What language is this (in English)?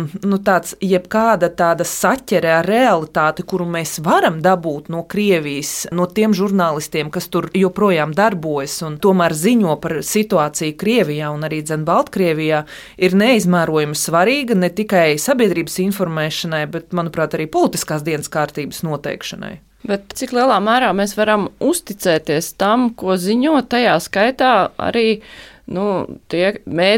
Latvian